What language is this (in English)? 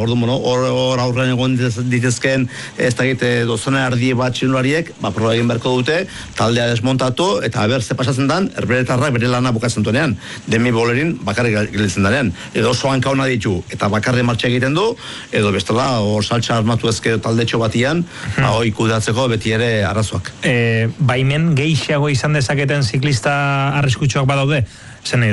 Basque